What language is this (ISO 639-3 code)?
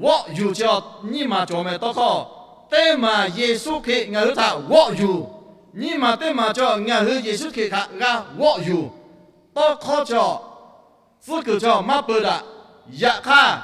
lhu